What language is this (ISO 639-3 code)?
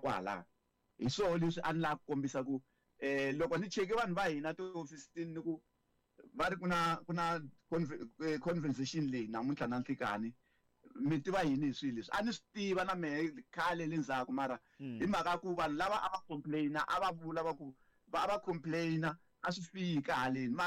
tso